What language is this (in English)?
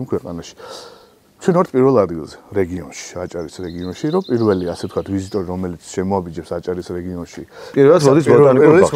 Georgian